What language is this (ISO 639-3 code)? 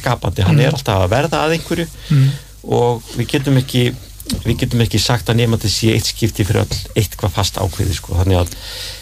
isl